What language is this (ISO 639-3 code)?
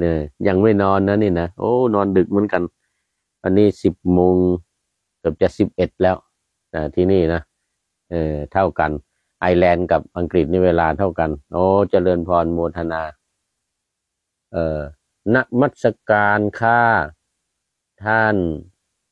tha